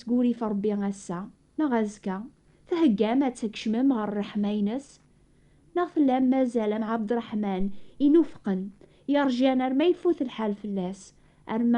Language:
Kabyle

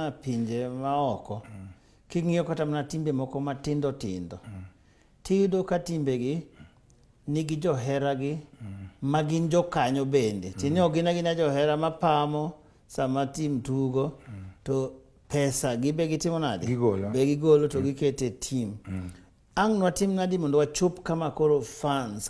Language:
Luo (Kenya and Tanzania)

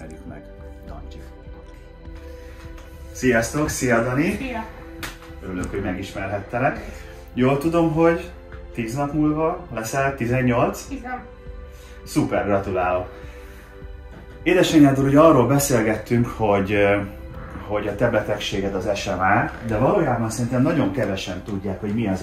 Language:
Hungarian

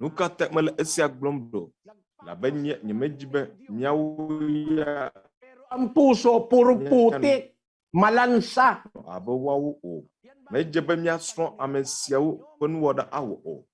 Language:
Ewe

